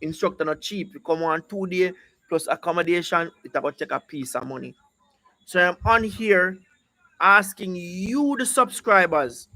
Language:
Jamaican Creole English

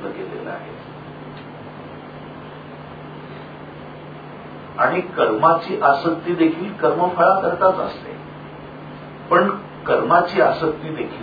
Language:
Marathi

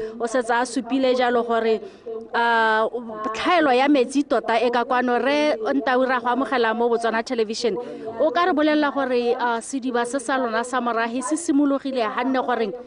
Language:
Tswana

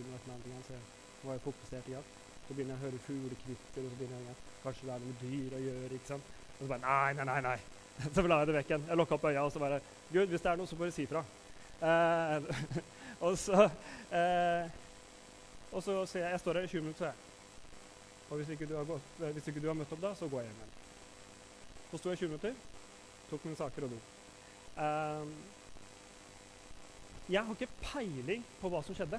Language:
Norwegian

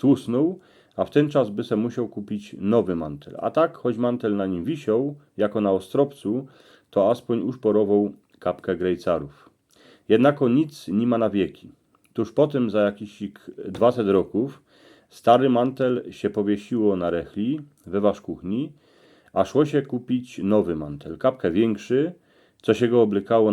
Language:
Silesian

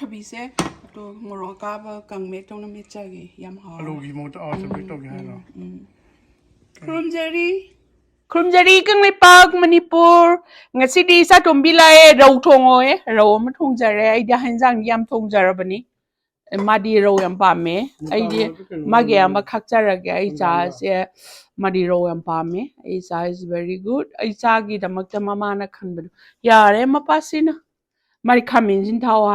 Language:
Manipuri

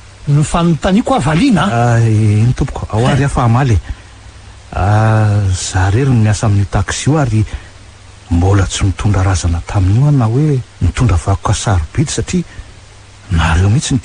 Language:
Malagasy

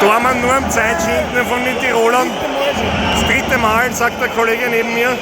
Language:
Bavarian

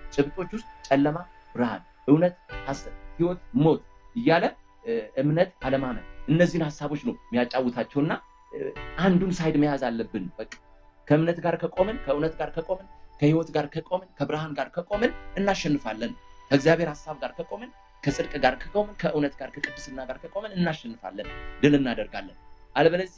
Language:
Amharic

